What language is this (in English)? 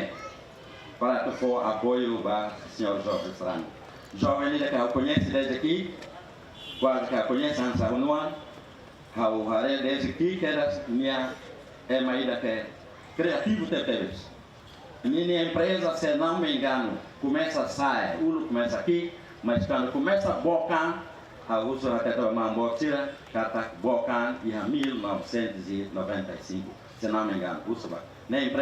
Tetum